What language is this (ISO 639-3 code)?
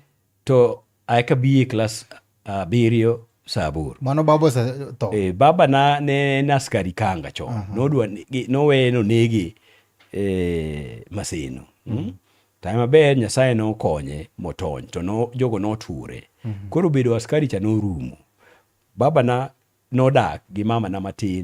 luo